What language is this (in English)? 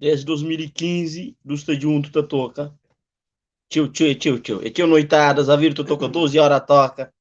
Kabuverdianu